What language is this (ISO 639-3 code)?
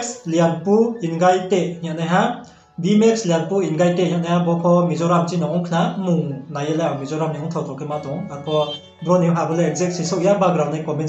ria